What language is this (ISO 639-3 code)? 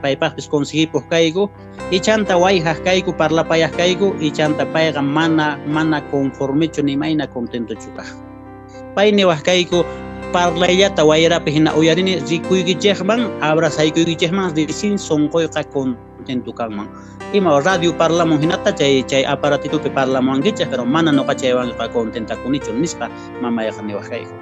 que